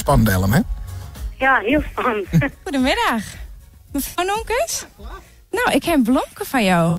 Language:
Western Frisian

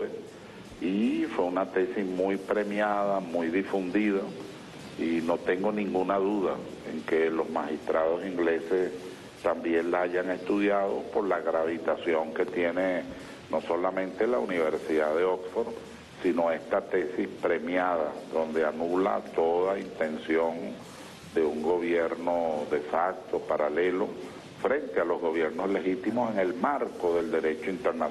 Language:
Spanish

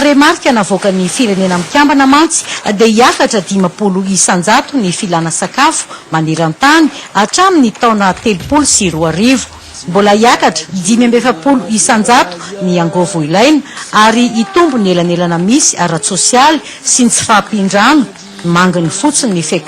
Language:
Malagasy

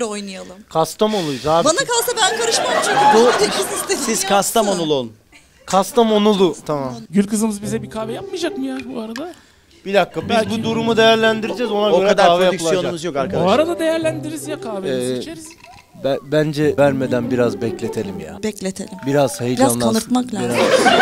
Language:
Turkish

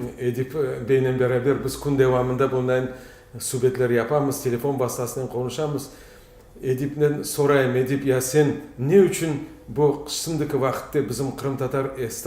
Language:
Crimean Tatar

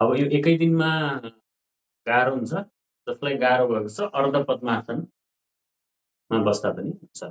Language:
Nepali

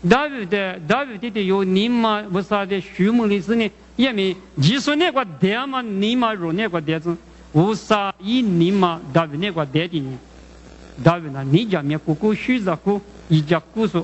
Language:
Lisu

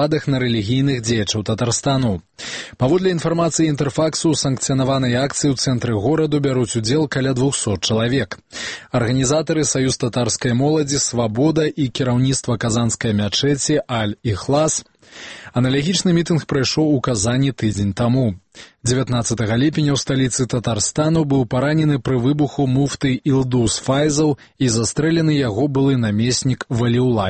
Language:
Belarusian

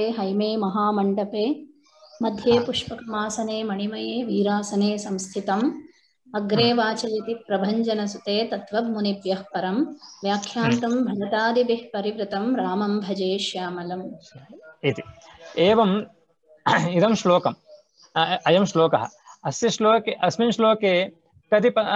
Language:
Sanskrit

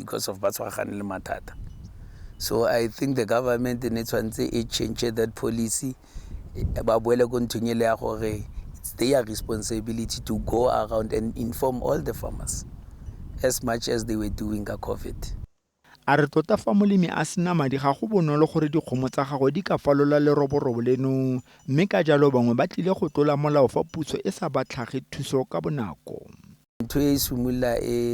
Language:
Tswana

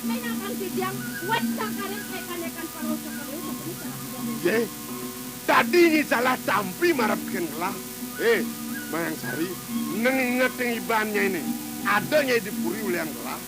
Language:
Balinese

